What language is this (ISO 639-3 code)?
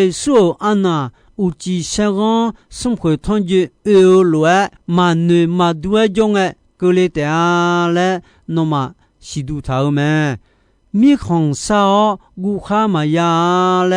ahk